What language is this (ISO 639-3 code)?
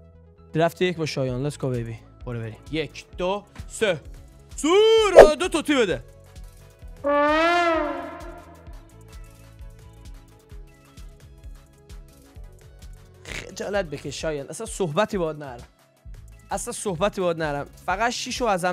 fas